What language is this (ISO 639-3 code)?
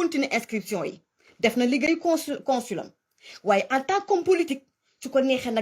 wol